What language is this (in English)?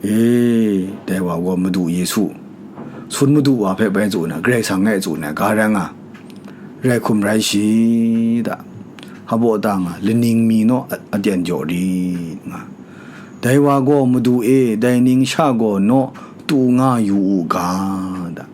Kachin